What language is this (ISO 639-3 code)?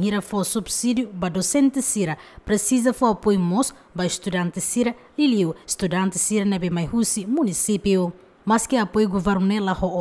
tet